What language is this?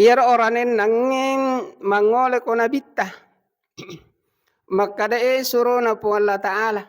Buginese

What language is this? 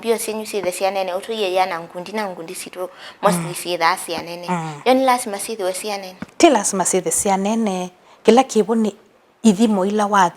Kamba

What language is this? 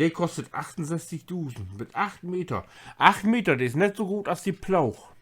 Low German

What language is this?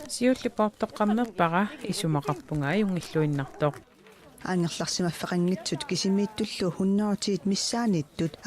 Kalaallisut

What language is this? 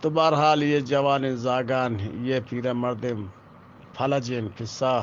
Eastern Balochi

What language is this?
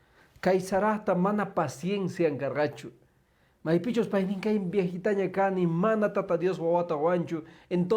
Quechua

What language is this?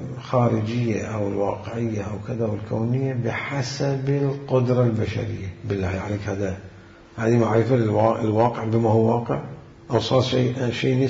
Mesopotamian Arabic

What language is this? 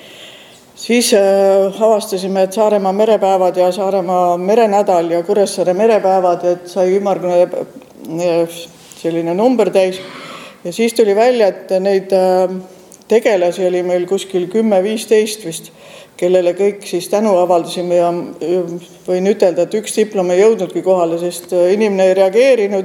Estonian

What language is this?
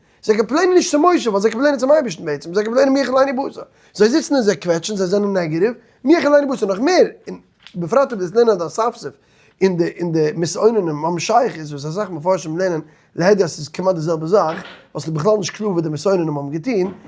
Yiddish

